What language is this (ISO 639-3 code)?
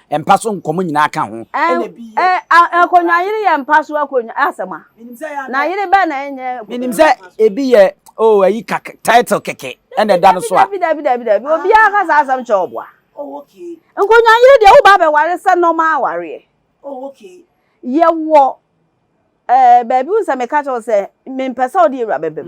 aka